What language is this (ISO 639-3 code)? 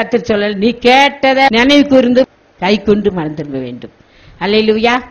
tam